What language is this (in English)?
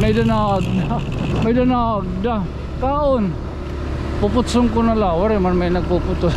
Waray